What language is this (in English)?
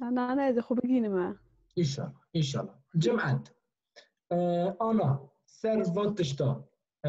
Kurdish